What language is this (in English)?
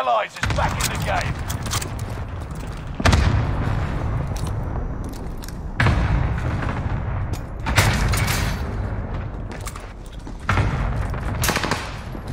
English